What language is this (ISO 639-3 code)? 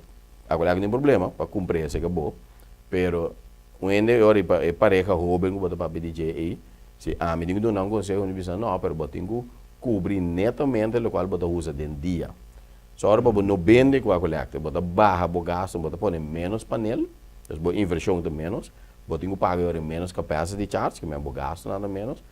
pap